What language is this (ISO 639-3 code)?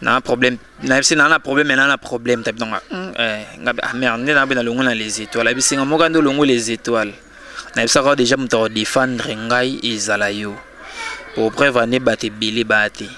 lin